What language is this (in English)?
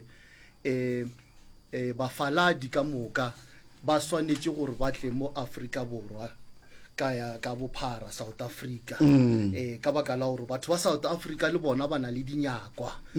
Northern Sotho